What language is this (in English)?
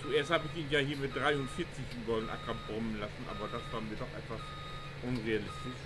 Low German